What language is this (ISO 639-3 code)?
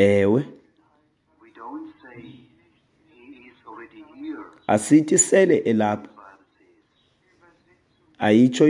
xho